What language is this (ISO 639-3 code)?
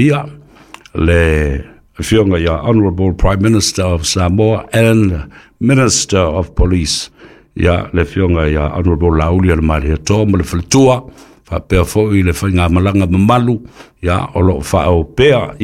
smo